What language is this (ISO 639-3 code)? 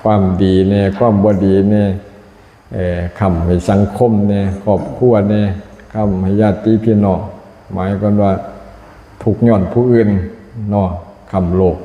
lao